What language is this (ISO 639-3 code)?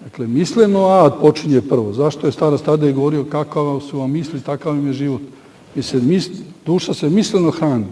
srp